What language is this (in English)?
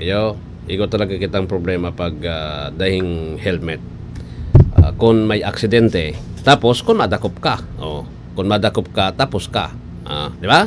Bikol